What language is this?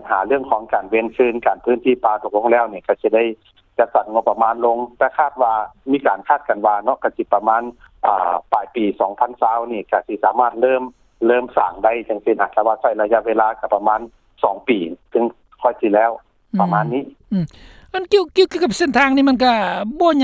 Lao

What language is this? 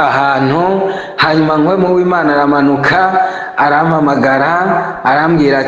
Rundi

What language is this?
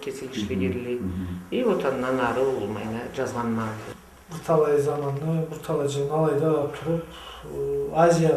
Karachay-Balkar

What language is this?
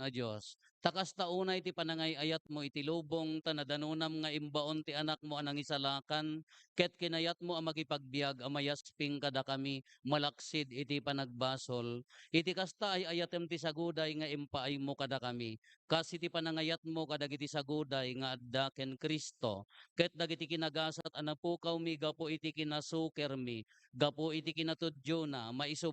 Iloko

